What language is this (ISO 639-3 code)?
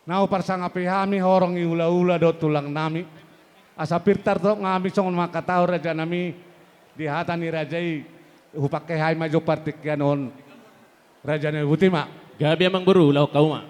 bbc